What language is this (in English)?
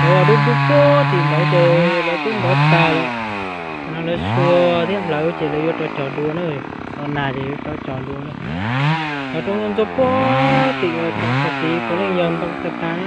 Hmong